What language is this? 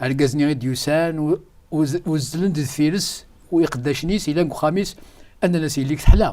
Kabyle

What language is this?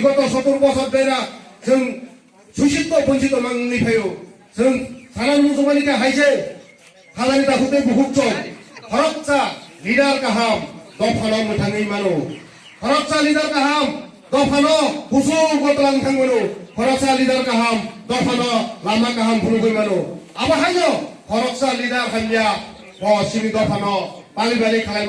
Kok Borok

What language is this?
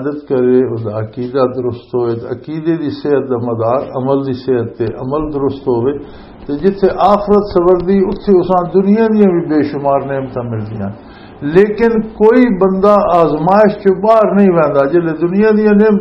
Western Panjabi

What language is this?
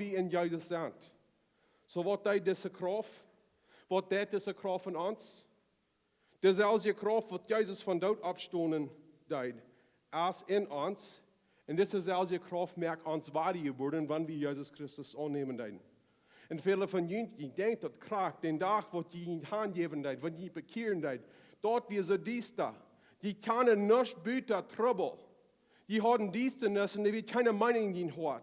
Plautdietsch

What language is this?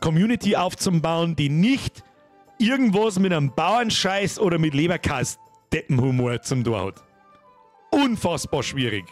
Bavarian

